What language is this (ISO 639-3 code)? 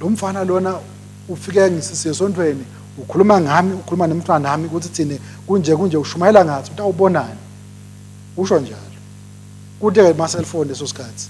ssw